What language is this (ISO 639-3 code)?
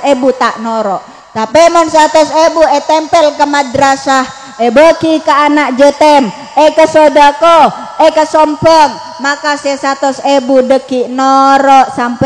mad